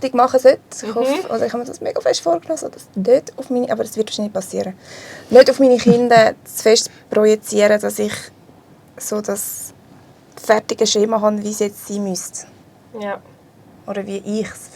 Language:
Swiss German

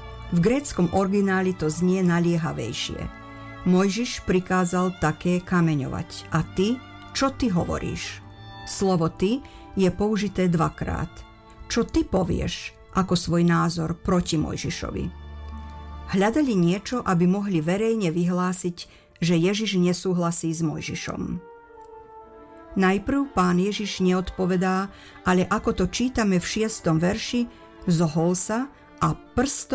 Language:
Slovak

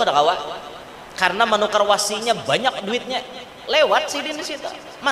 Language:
Banjar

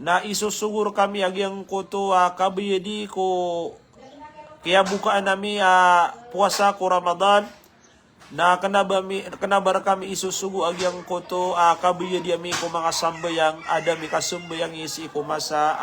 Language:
Maranao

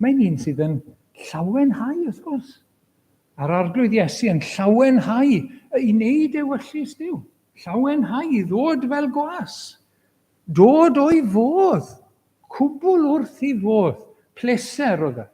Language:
Welsh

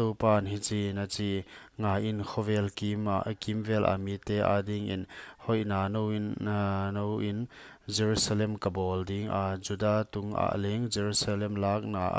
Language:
Paite Chin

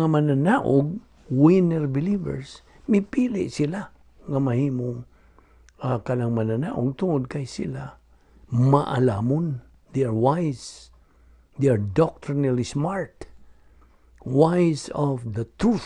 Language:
Cebuano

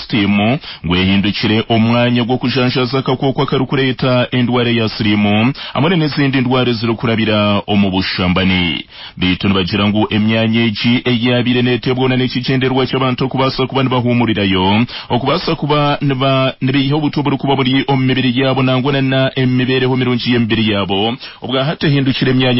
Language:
Nyankole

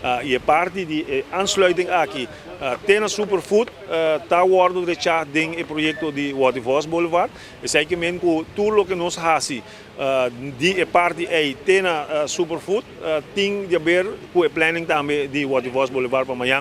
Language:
Papiamento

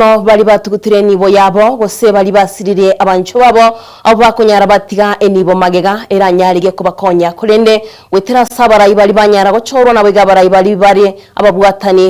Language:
Gusii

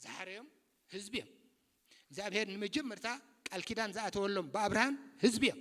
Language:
Tigrinya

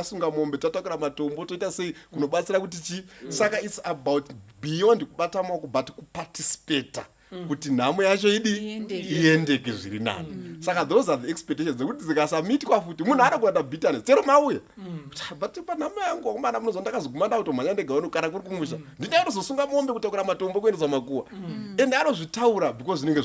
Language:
Shona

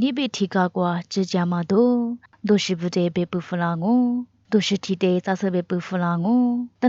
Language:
Lisu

